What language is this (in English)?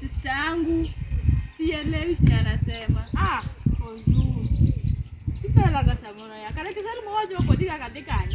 Luo (Kenya and Tanzania)